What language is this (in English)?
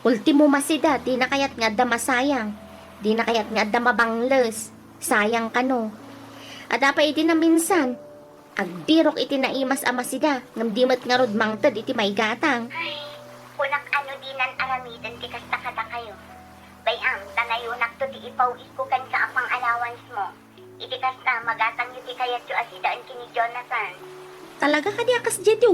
Iloko